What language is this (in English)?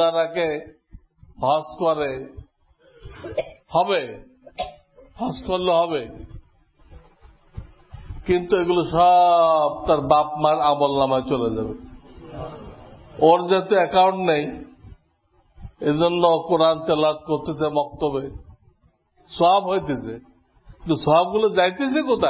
Bangla